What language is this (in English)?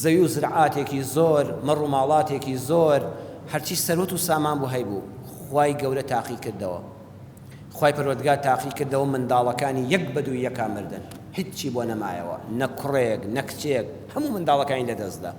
Central Kurdish